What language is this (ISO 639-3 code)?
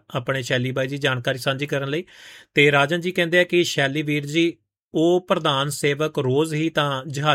pan